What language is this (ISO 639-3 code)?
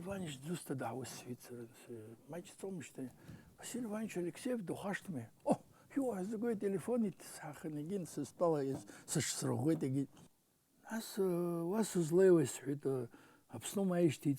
abk